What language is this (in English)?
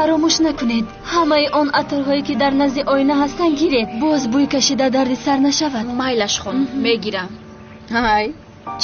Tajik